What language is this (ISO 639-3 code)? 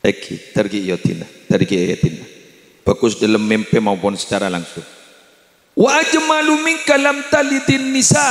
mad